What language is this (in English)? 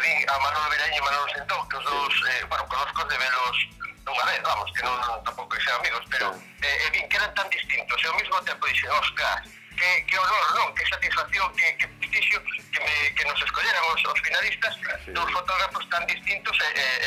Galician